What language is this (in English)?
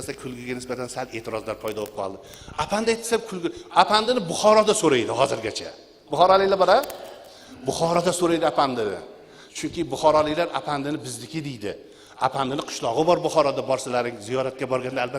Uzbek